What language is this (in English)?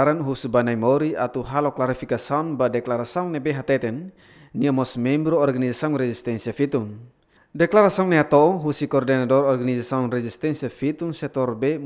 Tetum